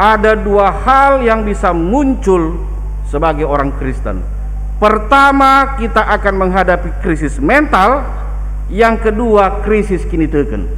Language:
Batak Karo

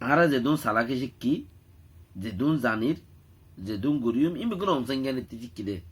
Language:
Rohingya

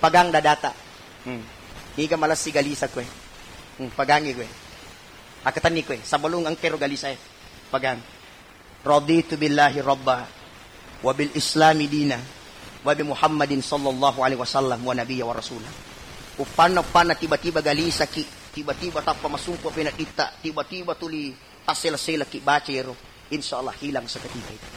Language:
Buginese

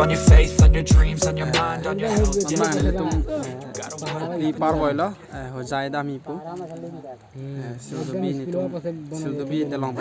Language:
Karbi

